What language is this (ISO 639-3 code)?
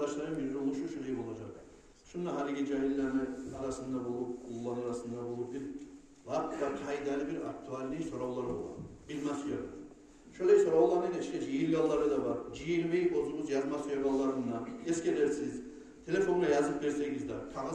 kum